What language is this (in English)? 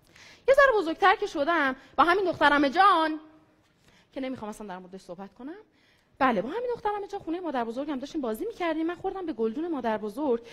Persian